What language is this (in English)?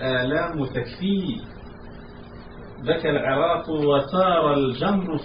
Arabic